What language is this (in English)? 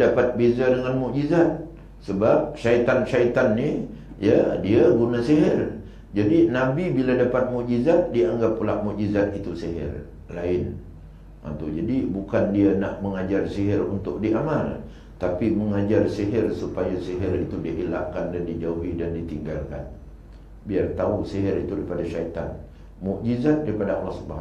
Malay